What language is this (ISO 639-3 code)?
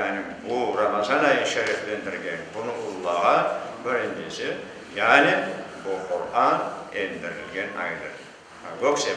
crh